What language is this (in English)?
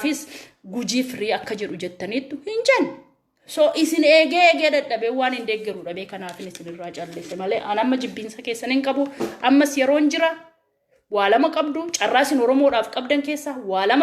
Oromo